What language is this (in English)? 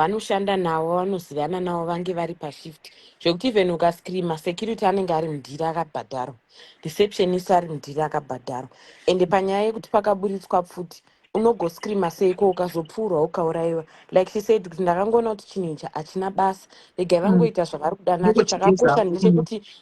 Shona